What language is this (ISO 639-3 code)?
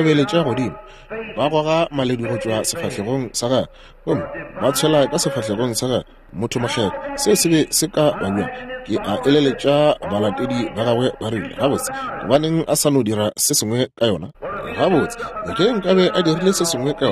nso